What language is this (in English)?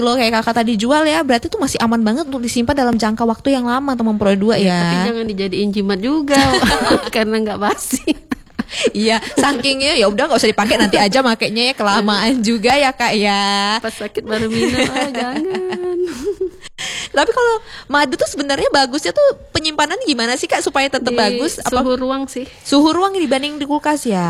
Indonesian